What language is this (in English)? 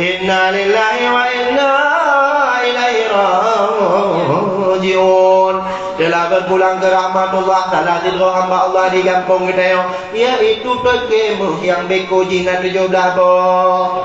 Achinese